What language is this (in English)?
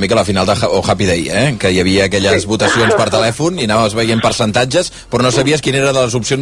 Catalan